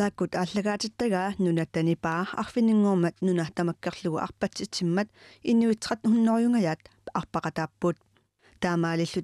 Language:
Kalaallisut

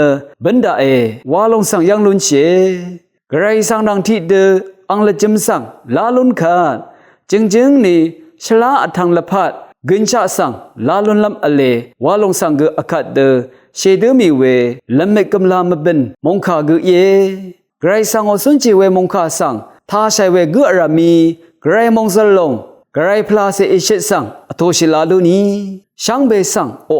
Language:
Rawang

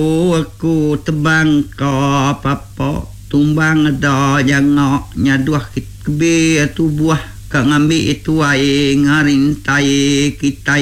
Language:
Iban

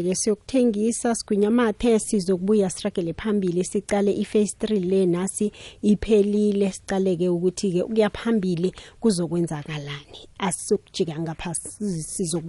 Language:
South Ndebele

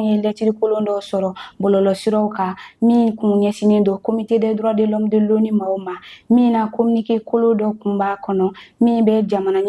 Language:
Bambara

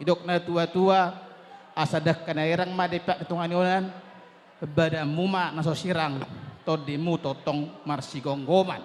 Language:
Batak Toba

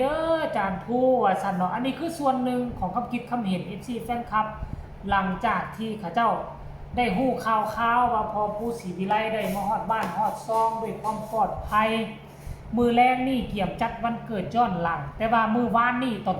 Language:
Northeastern Thai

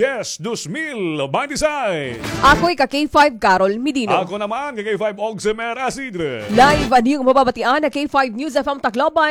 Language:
Waray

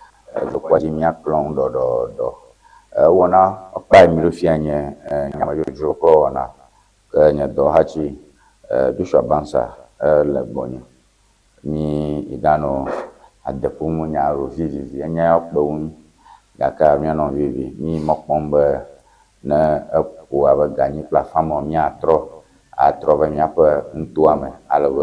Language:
Ewe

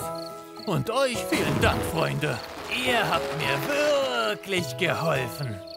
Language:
German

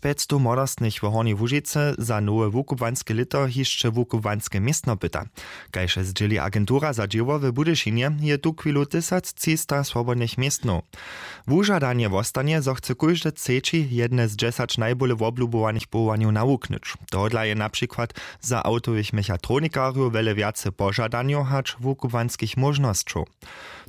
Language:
Upper Sorbian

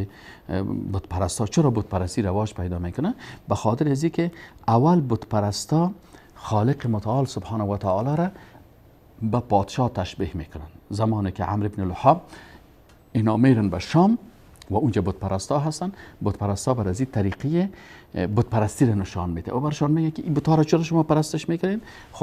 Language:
Persian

